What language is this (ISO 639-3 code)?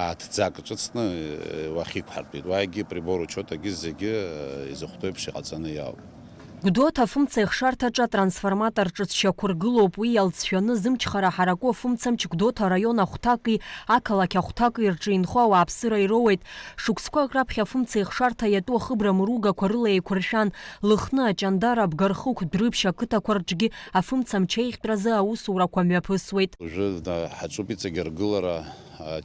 abk